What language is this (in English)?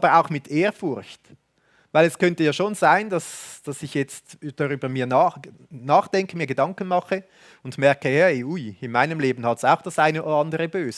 Swiss German